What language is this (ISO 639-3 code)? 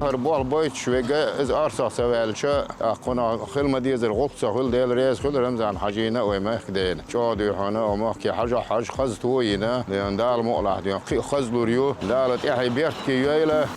che